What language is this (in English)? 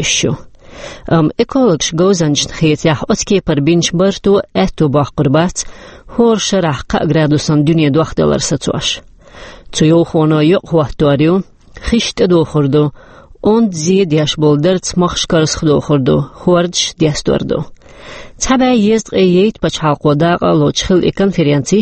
Chechen